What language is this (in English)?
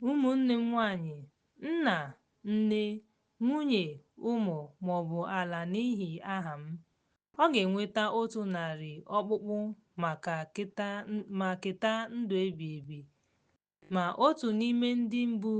Igbo